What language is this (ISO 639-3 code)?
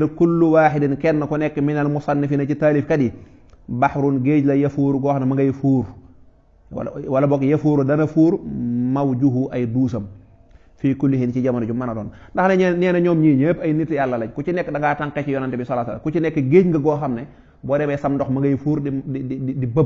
wol